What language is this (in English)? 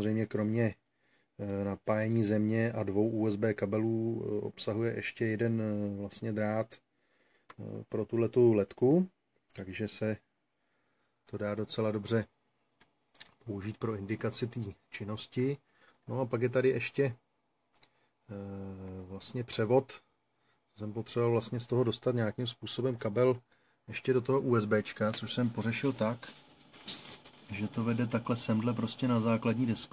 Czech